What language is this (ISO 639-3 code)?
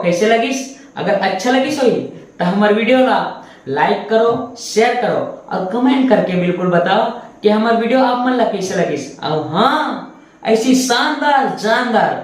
hne